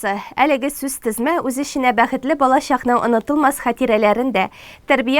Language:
Tatar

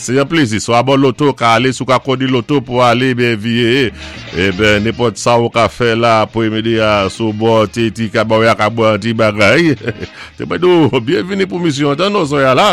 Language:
Saint Lucian Creole French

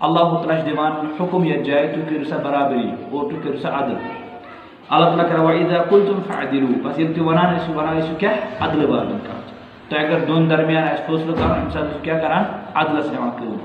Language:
Kashmiri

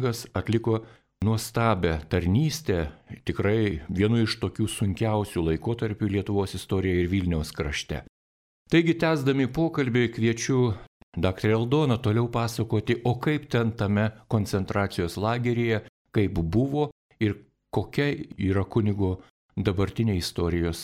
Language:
Lithuanian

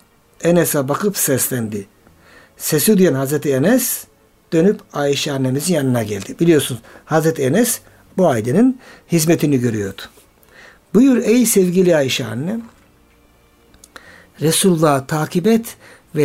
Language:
Turkish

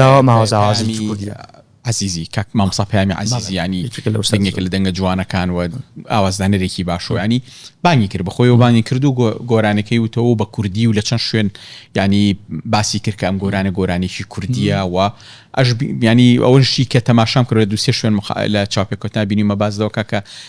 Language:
Central Kurdish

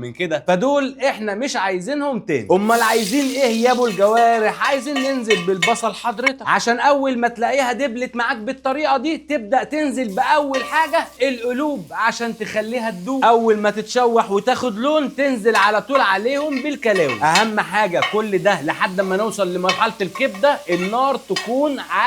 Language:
Egyptian Arabic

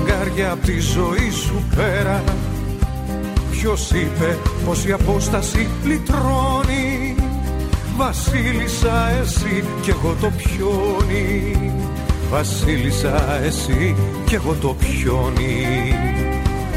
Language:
Greek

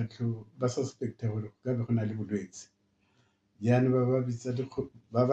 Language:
Tswana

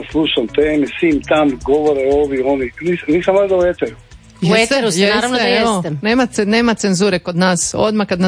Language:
Croatian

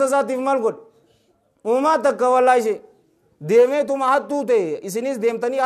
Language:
Oromo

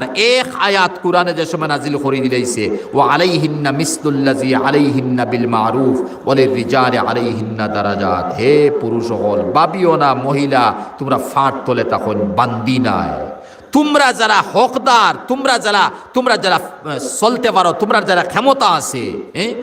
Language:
Sylheti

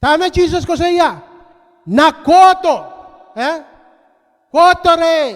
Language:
Pohnpeian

